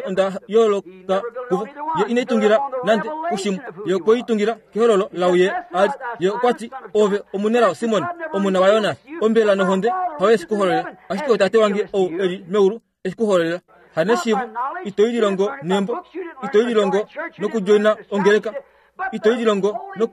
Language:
Kuanyama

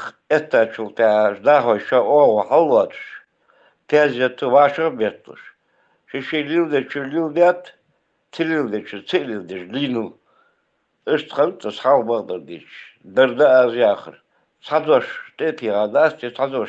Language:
Chechen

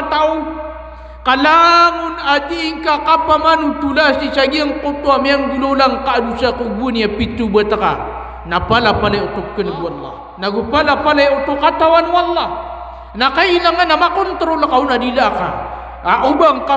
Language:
Maranao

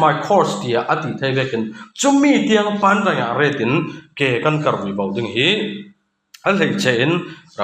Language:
Falam Chin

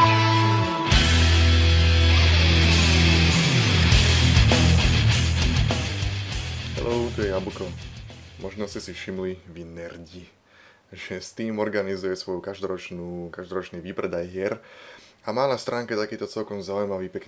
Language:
Slovak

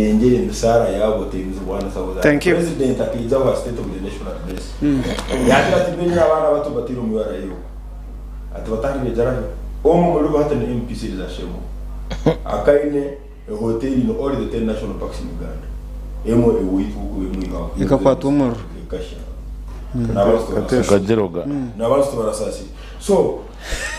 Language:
Nyankole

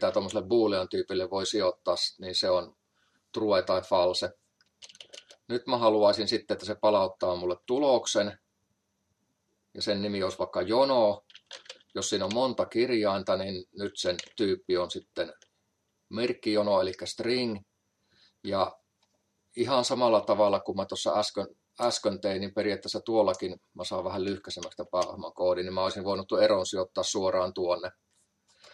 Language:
Finnish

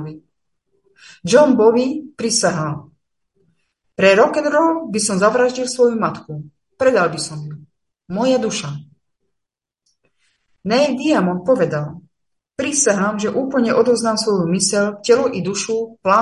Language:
Slovak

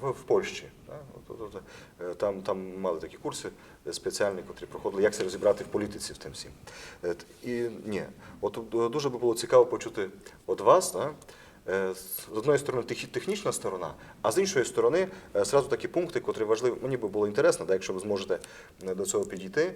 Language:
Rusyn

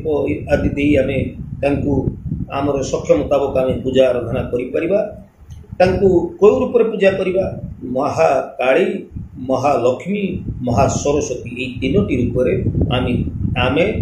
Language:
Odia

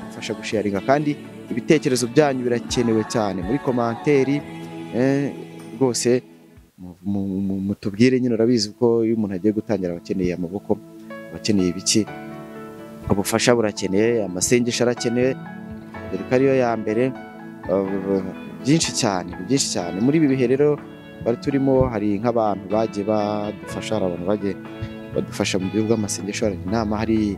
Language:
Kinyarwanda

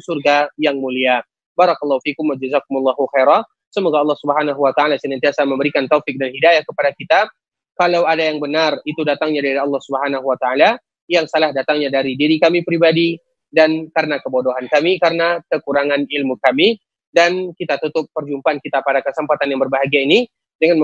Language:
Indonesian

